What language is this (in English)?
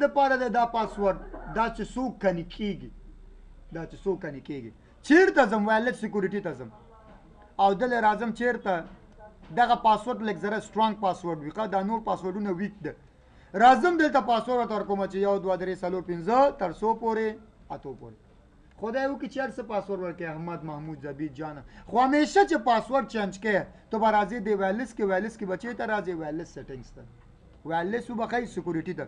Pashto